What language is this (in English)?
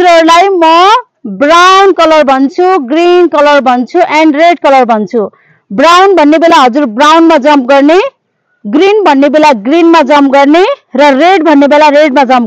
Nepali